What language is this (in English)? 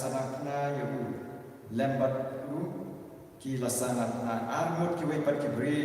Khasi